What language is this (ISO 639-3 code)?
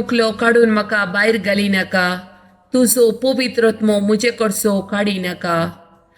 kok